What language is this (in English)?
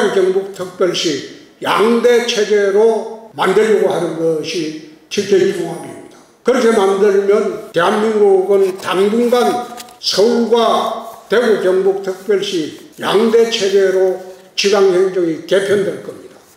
Korean